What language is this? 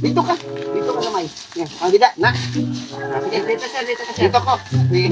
Waray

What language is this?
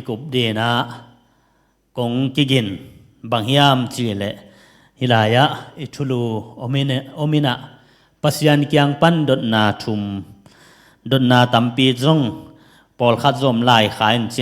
Tedim Chin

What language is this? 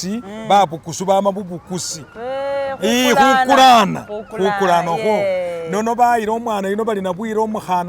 Masaaba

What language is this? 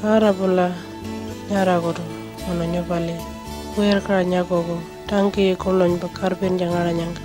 Pitjantjatjara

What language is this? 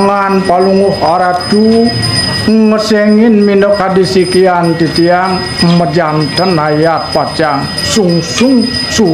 Balinese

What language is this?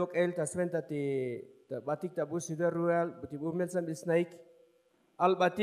Tzotzil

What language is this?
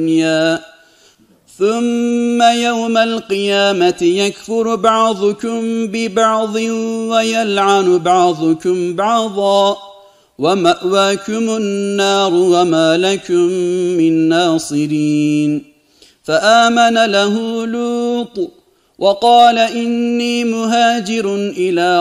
Arabic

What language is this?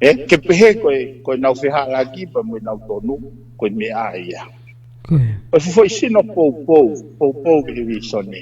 Tongan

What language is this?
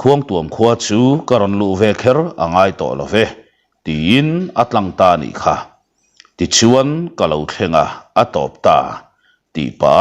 Mizo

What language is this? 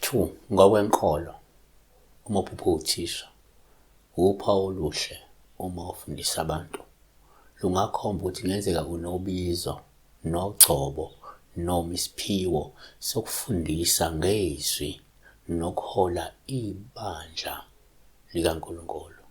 Zulu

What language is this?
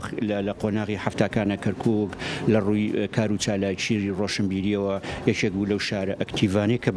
Central Kurdish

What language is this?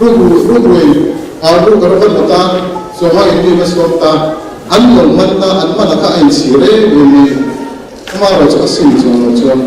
Mizo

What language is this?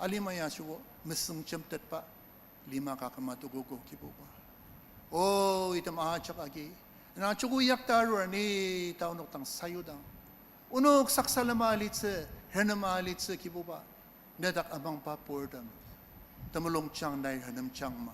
Ao Naga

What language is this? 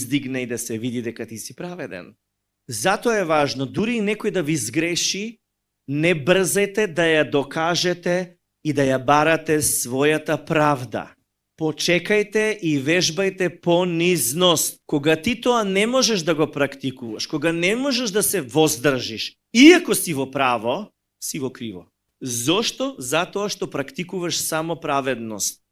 Macedonian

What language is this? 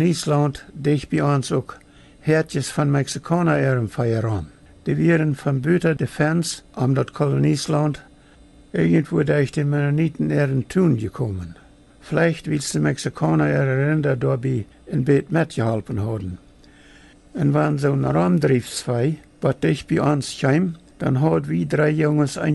Plautdietsch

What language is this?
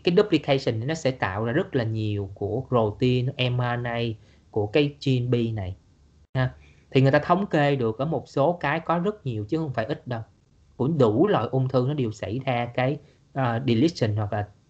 Vietnamese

